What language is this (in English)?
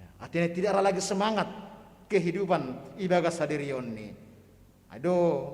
Batak Simalungun